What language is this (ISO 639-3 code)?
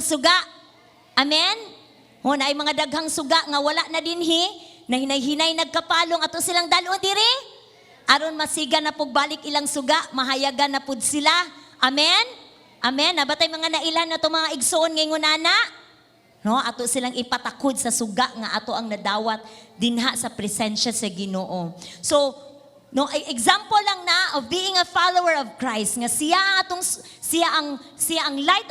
ceb